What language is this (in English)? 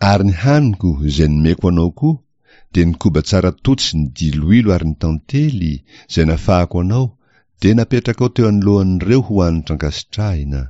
Malagasy